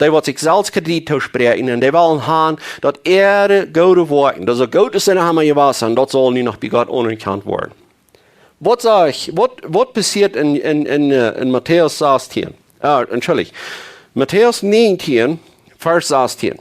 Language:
Plautdietsch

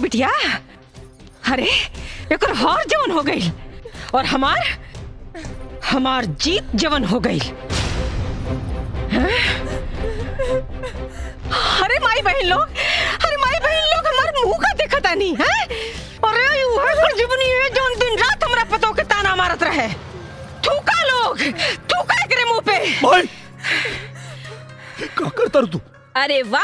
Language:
Bhojpuri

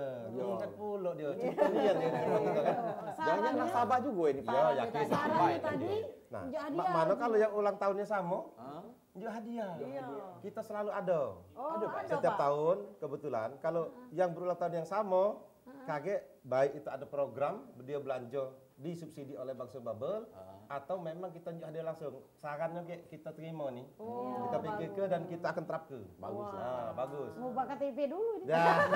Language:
Musi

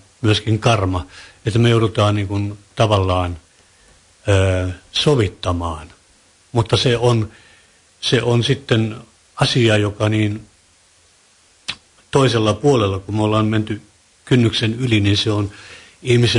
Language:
Finnish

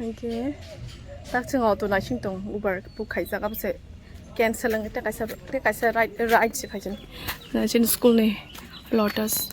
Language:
Kok Borok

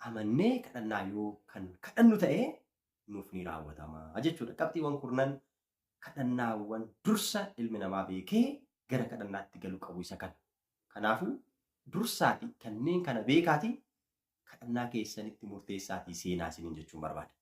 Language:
Oromo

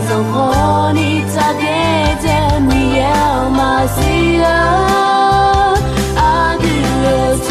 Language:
Akha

